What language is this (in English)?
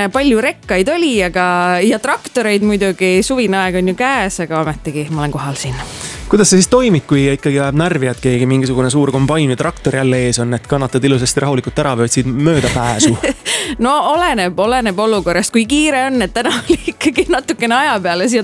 Estonian